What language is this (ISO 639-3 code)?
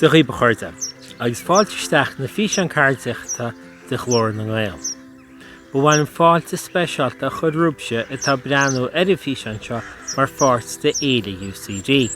gle